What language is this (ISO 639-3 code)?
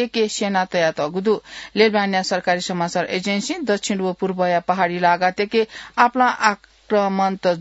new